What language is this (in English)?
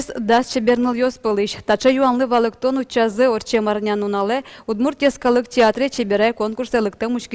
Udmurt